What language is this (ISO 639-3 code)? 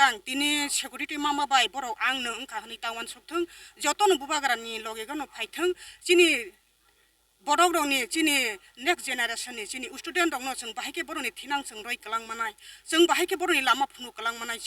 trp